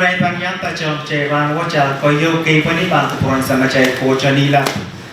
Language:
Pohnpeian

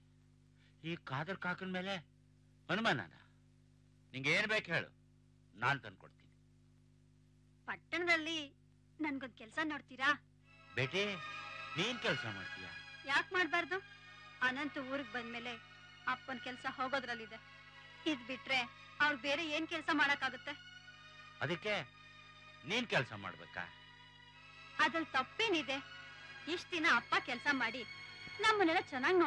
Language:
Kannada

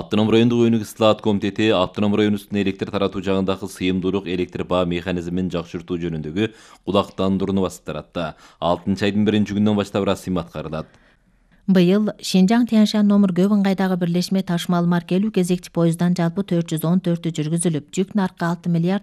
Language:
Kyrgyz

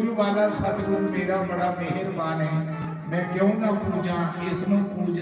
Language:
Dogri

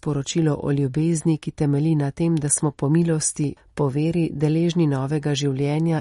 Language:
Slovenian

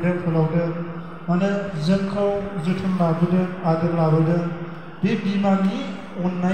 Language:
Bodo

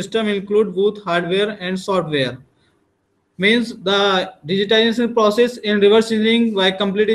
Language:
English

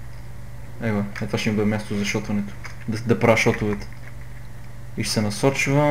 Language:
Bulgarian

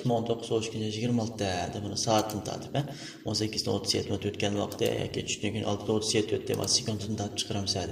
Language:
Uyghur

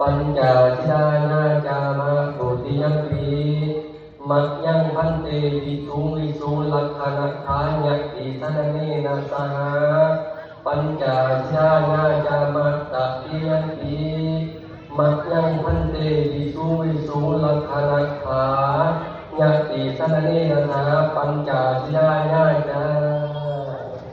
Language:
Pali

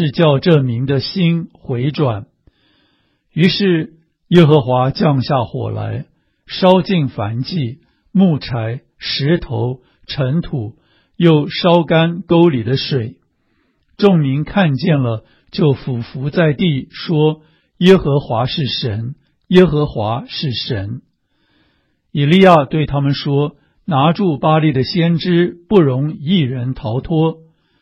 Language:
Chinese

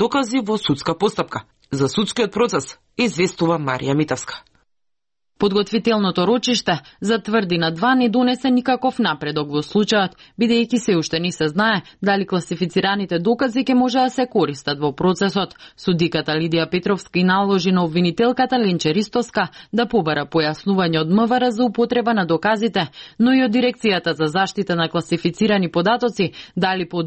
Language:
Macedonian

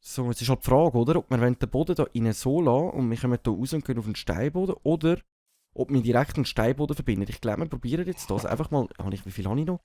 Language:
Swiss German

